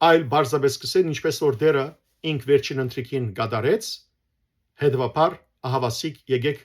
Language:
Western Armenian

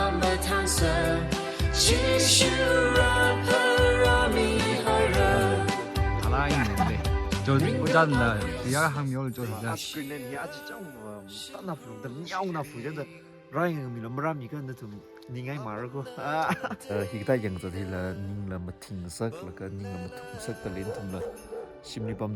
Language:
Tangkhul Naga (India)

